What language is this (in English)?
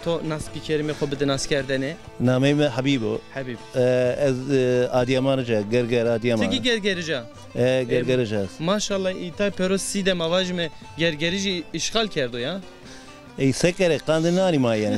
Zaza